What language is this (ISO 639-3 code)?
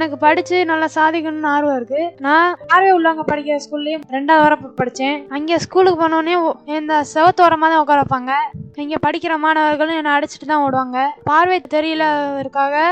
tam